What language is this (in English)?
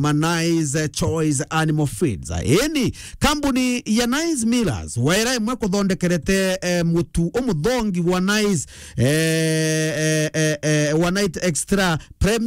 Meru